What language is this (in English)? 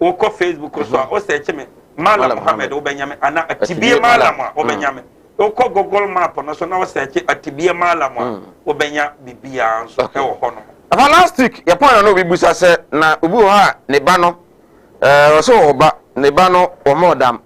Akan